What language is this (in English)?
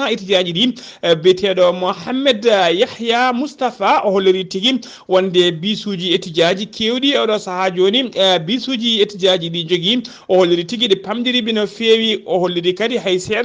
Fula